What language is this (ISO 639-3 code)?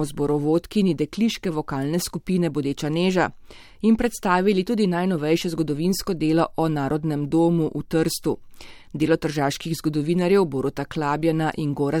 slv